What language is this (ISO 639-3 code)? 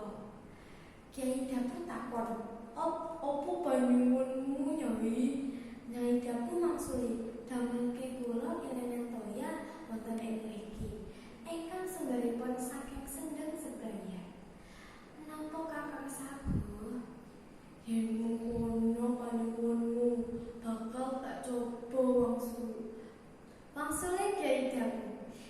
jav